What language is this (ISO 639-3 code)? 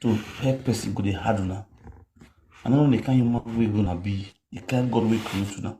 pcm